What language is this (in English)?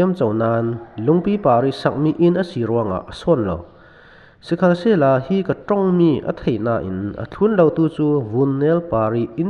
Falam Chin